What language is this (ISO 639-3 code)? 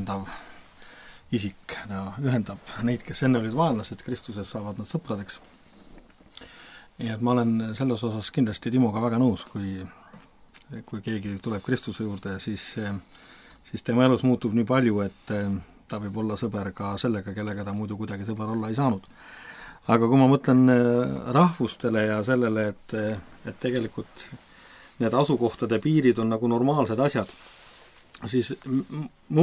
est